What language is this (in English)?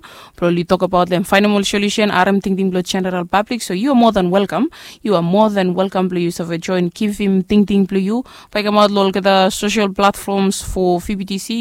Bislama